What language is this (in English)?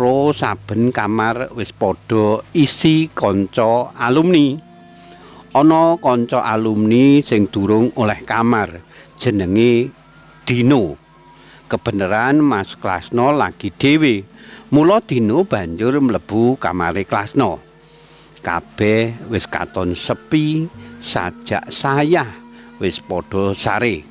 Javanese